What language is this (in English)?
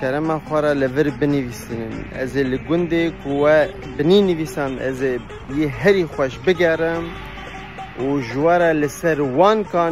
Kurdish